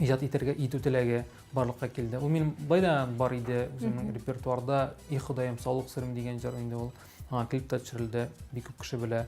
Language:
Tatar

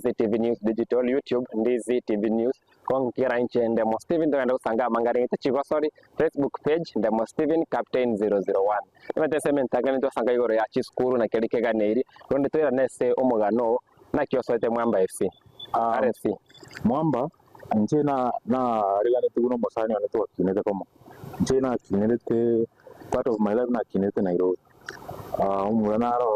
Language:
Gusii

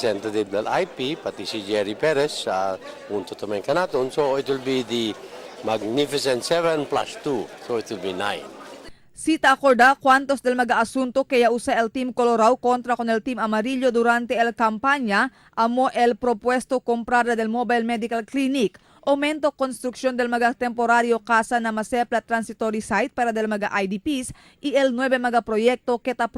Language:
Chavacano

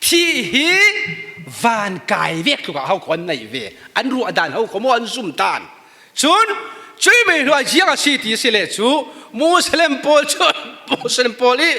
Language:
Falam Chin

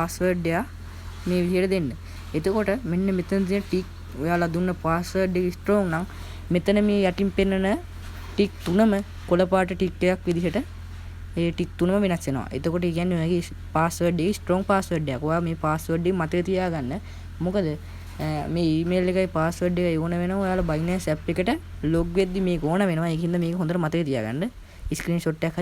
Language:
Sinhala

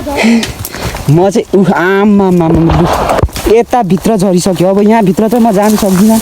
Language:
Nepali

